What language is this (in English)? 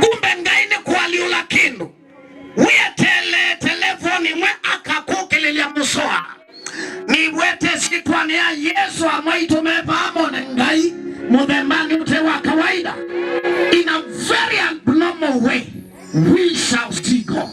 Kamba